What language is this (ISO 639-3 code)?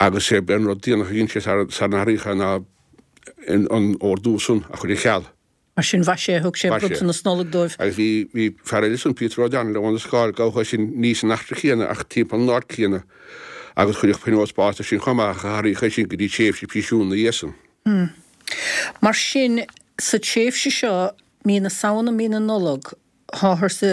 gle